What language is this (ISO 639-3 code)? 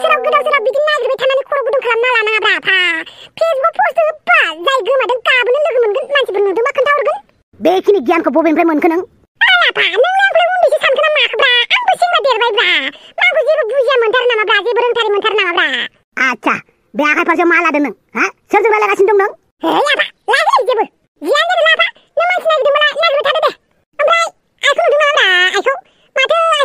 brx